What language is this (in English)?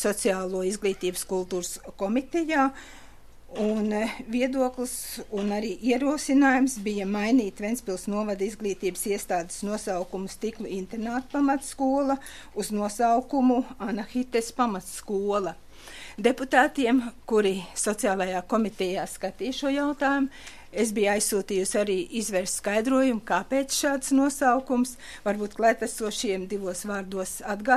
Latvian